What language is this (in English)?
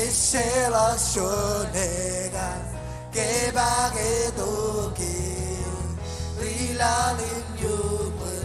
Marshallese